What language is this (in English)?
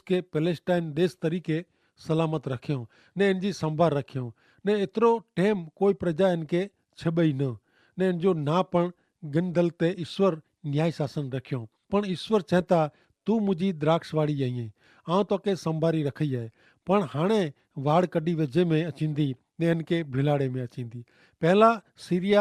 Kachhi